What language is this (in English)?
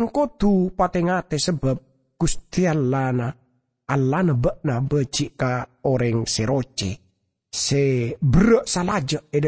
Madurese